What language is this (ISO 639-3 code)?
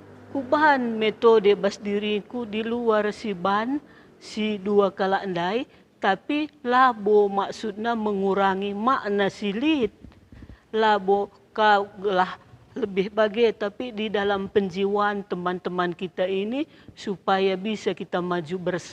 btx